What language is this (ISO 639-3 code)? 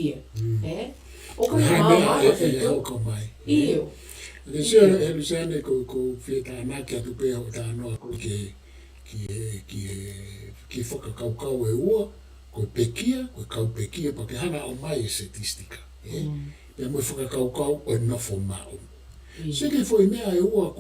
ton